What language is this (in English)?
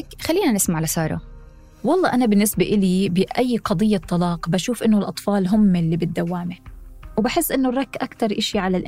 North Levantine Arabic